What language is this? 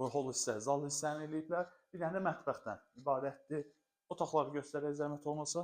Azerbaijani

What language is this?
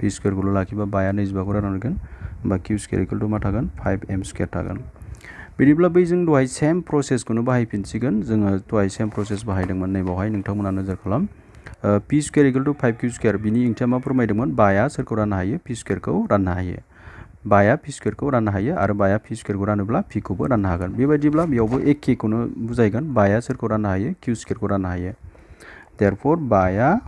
Bodo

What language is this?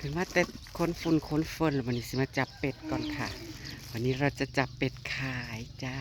Northeastern Thai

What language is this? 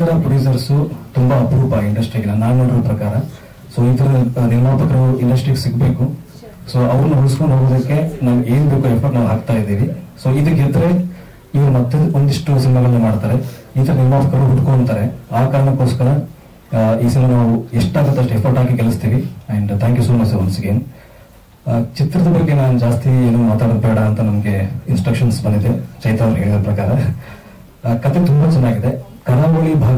Kannada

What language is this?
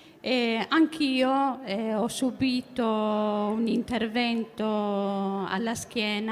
Italian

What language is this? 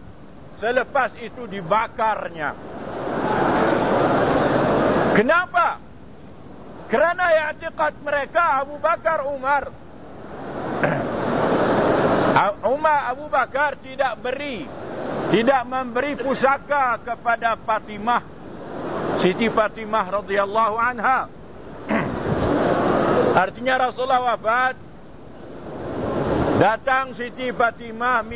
Malay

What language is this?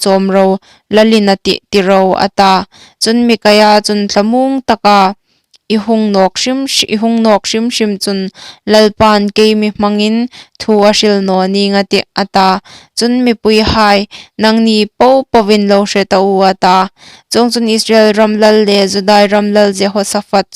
Hmar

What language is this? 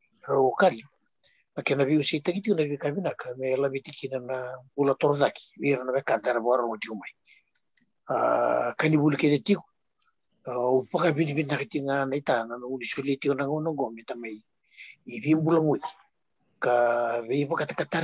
Fijian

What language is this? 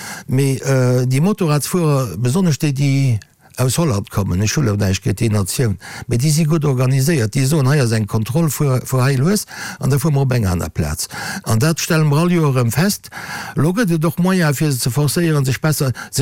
Luxembourgish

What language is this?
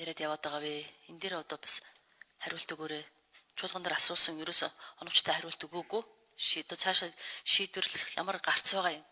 Mongolian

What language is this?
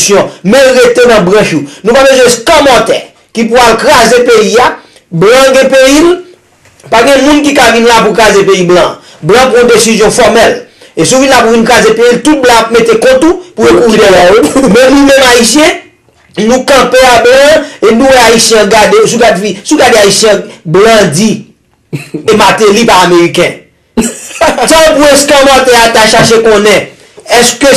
Haitian Creole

